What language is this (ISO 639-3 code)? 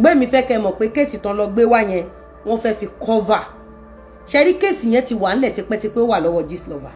yor